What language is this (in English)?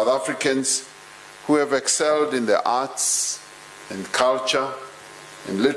English